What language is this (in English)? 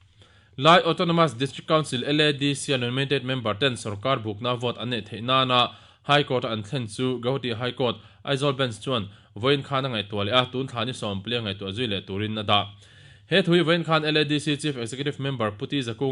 Mizo